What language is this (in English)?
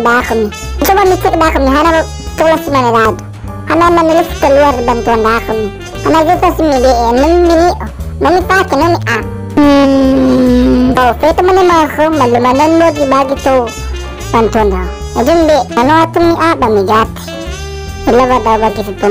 Nias